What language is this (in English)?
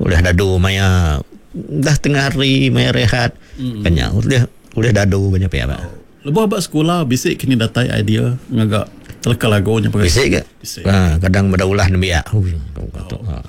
Iban